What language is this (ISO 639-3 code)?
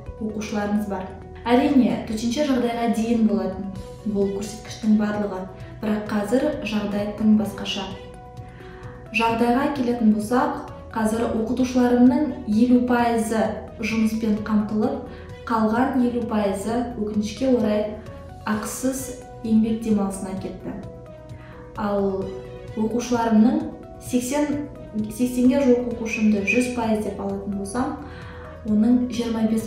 kaz